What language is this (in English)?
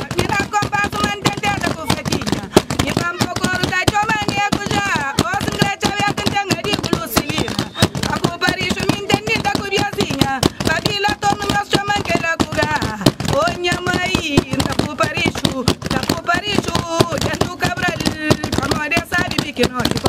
Kabuverdianu